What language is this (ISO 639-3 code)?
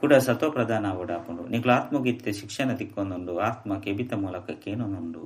tcy